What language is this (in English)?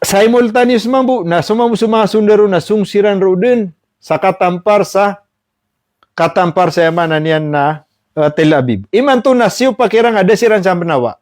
Maranao